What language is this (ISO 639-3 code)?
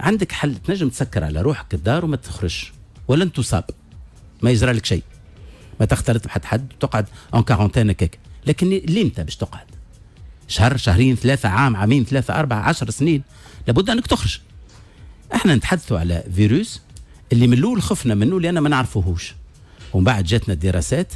aeb